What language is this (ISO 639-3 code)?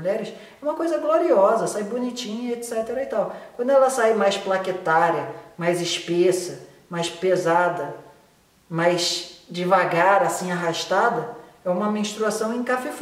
por